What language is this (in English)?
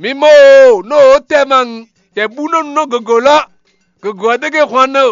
Fon